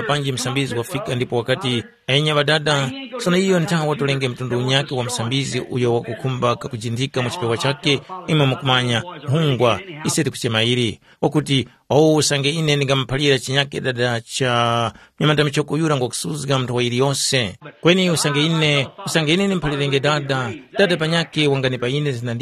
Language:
Tumbuka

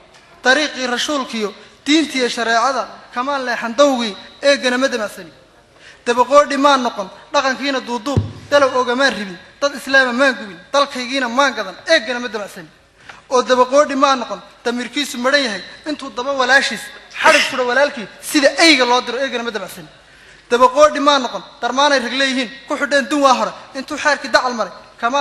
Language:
Somali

